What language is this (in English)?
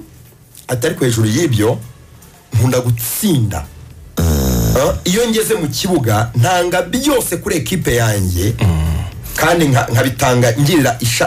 Kinyarwanda